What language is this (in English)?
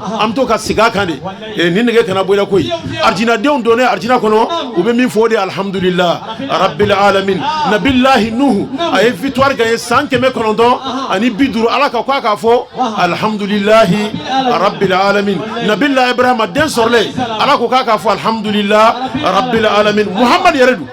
Bambara